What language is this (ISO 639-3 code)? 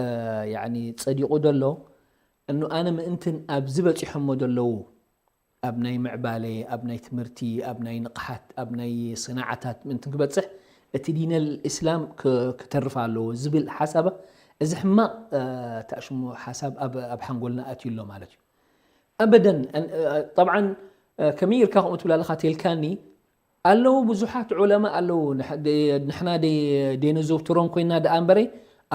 tir